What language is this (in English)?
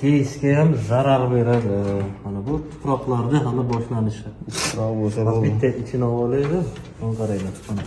Uzbek